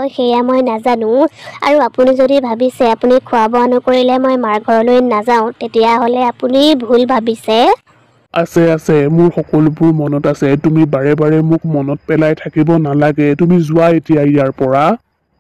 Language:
Assamese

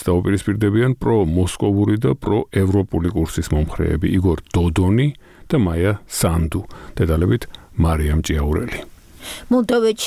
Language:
Georgian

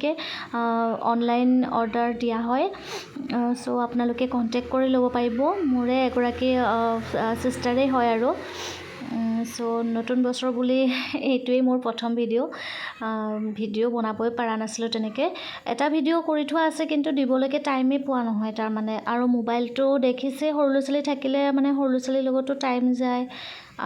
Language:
Assamese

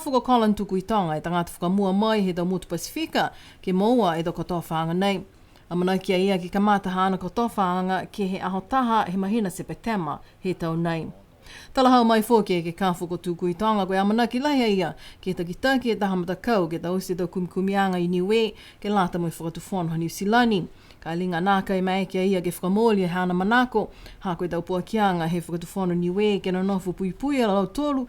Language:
Niuean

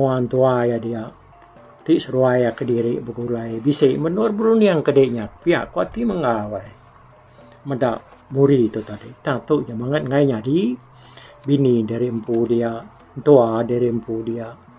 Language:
Iban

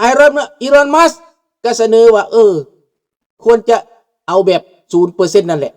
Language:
Lao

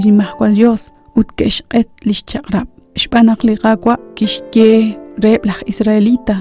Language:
Kekchí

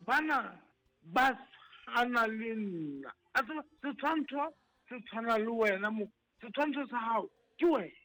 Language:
Southern Sotho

